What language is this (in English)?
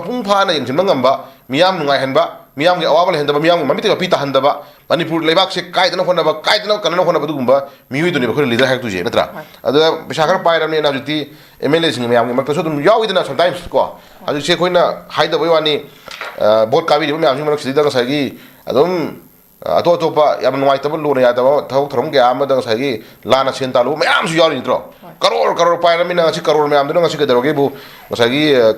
Manipuri